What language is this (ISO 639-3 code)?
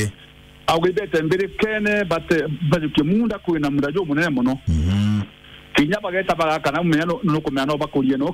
mer